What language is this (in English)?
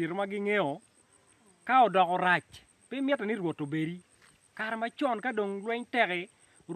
Acoli